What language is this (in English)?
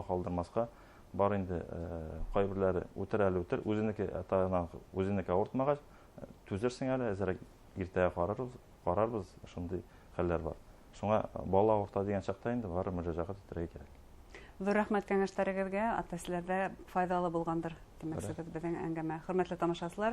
Bashkir